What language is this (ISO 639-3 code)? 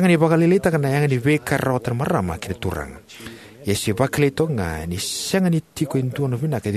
fij